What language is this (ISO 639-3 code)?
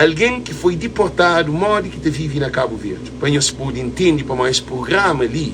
kea